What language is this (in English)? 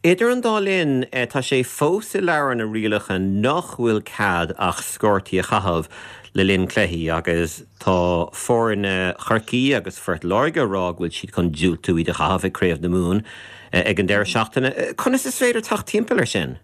Irish